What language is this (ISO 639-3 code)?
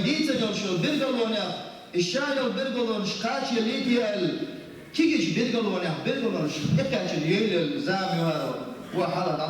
che